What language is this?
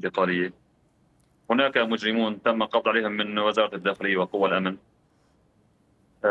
Arabic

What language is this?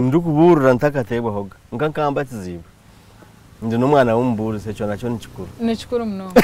Nyankole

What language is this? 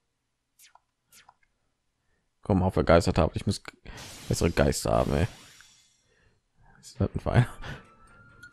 German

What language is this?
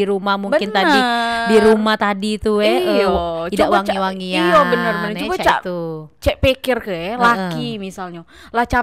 Musi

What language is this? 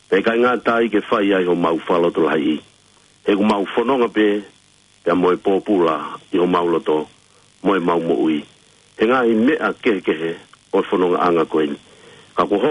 Tongan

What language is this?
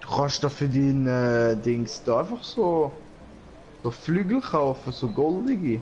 Swiss German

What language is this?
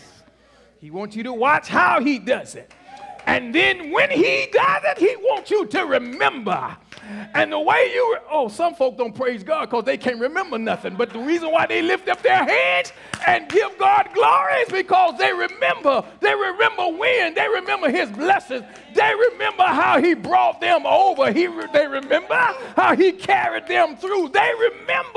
English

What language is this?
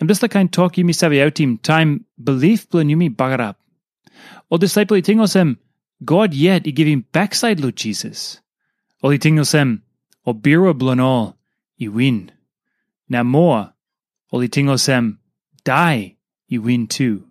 Tok Pisin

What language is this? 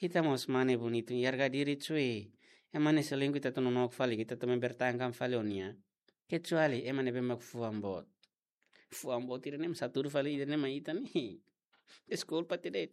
Tetum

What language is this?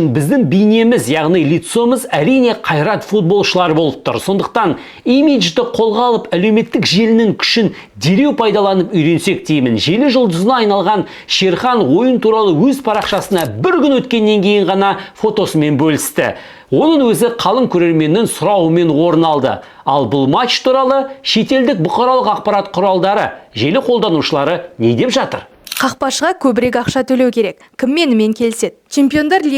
Kazakh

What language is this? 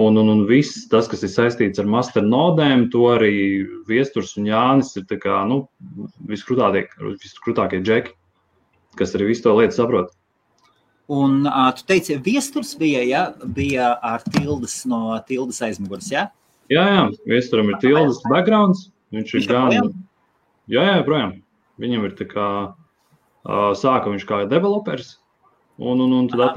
Latvian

